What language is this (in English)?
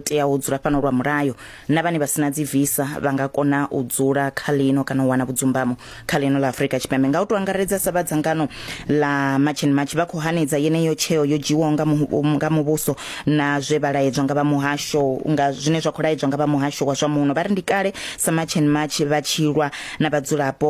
Venda